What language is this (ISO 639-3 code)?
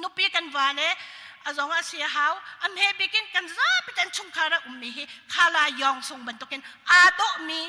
cnh